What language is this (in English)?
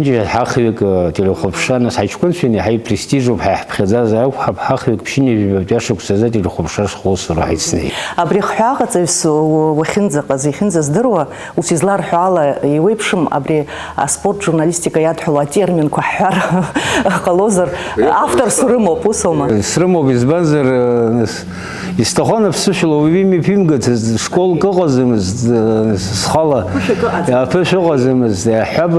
Abkhazian